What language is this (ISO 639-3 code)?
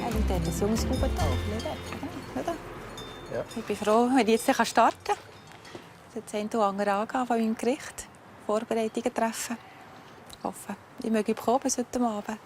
gsw